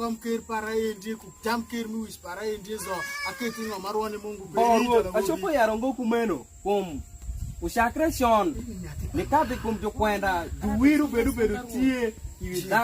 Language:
Alur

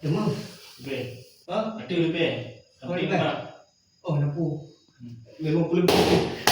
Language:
Achinese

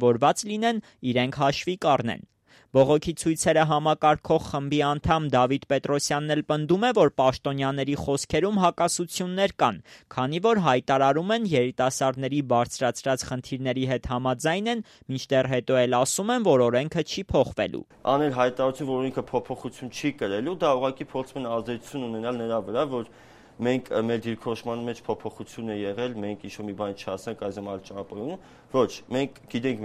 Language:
Armenian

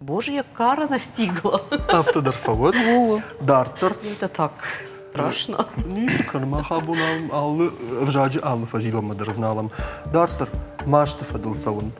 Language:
Ossetic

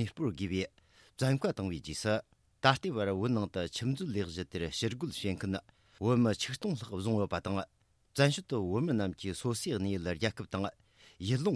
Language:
Tibetan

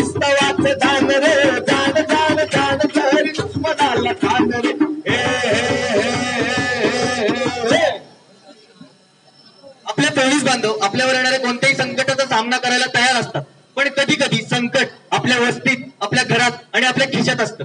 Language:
Marathi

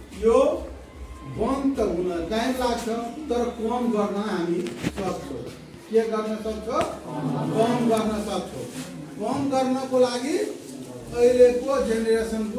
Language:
Nepali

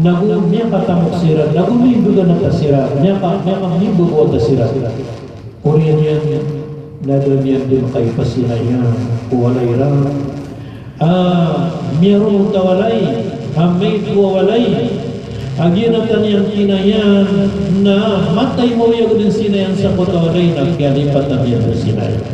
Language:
Maranao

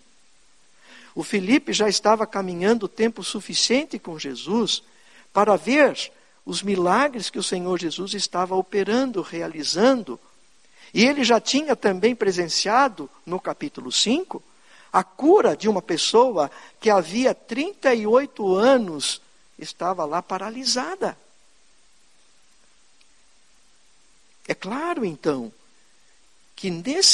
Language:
Portuguese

